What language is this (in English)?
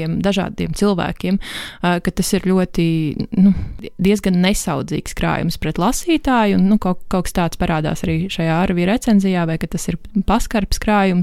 Latvian